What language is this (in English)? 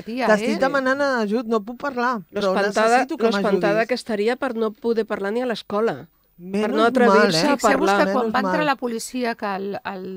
Catalan